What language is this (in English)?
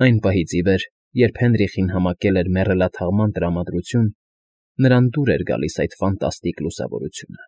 Armenian